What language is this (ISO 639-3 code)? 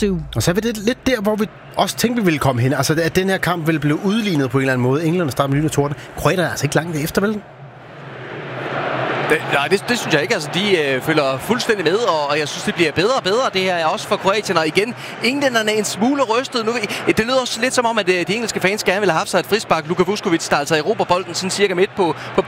dan